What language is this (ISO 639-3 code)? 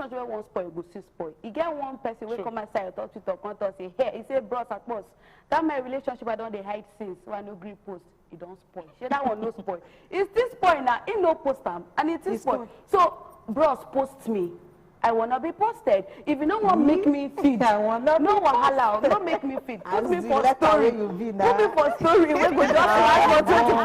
pcm